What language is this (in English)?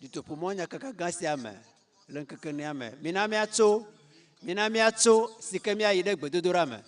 Ewe